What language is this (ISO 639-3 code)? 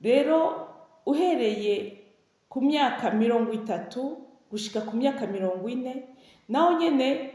run